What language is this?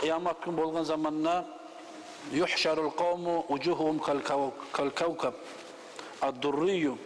Kumyk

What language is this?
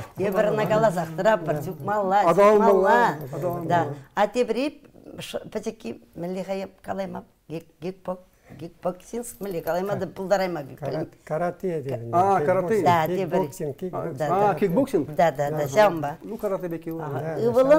Chuvash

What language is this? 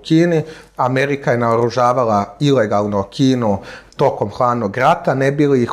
Serbian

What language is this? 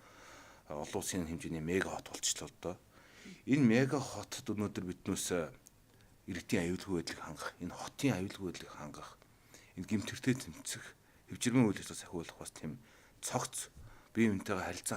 Mongolian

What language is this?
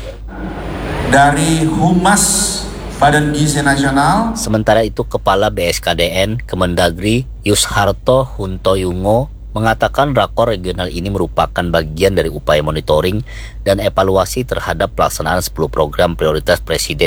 Indonesian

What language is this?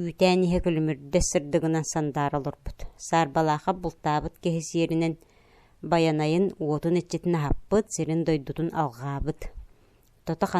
Yakut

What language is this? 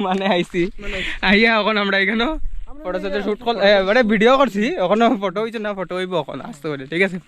Sylheti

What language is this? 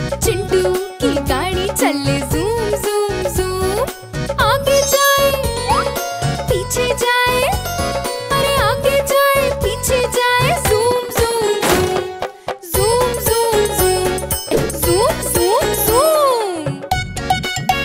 Hindi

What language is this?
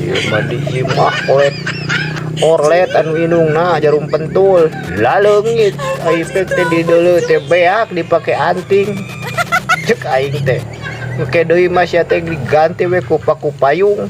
Sundanese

